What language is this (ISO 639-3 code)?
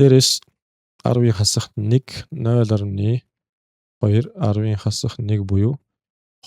mon